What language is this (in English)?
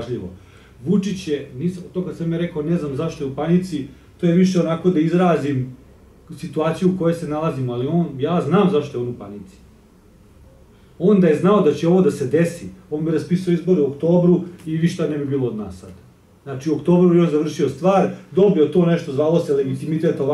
Serbian